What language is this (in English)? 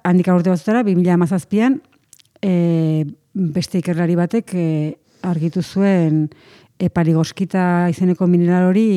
Basque